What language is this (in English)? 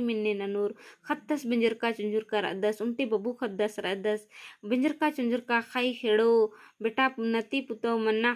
Kurukh